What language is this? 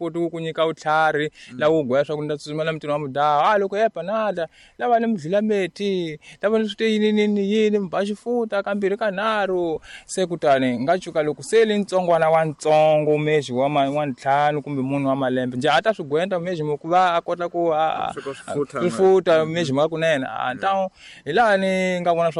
Tsonga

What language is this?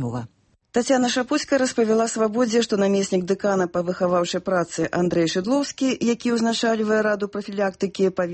Belarusian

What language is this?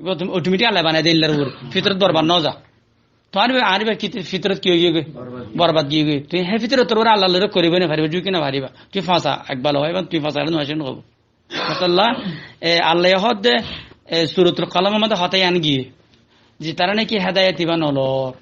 Rohingya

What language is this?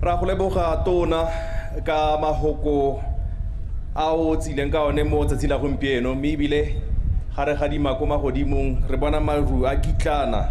Tswana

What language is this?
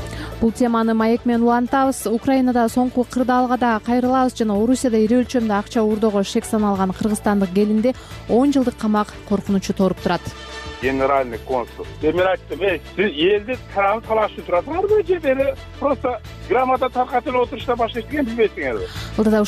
Kyrgyz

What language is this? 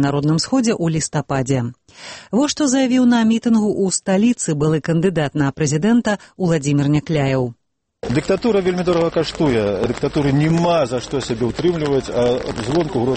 Belarusian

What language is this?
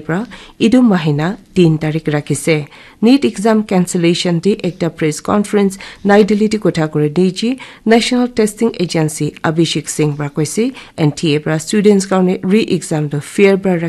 Naga Pidgin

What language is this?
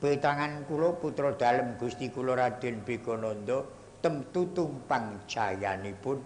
Javanese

